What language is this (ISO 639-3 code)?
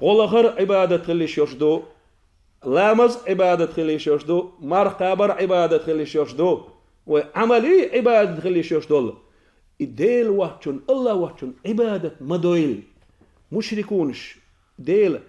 che